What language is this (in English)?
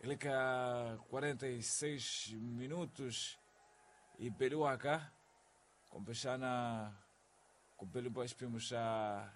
Tsonga